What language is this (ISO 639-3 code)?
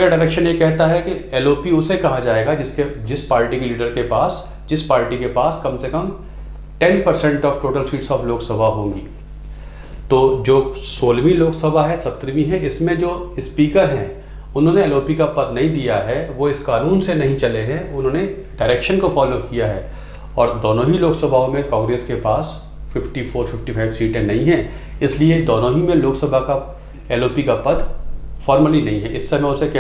hin